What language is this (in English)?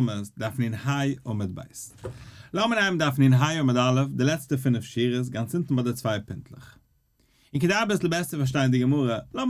Yiddish